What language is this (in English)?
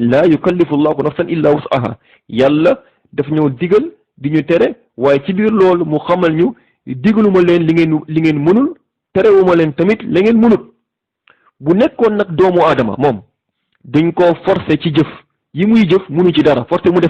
Wolof